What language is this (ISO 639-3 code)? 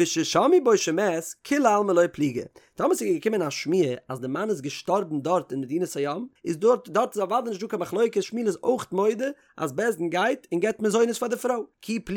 yid